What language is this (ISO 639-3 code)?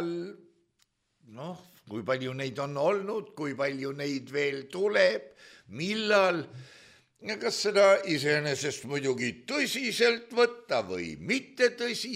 est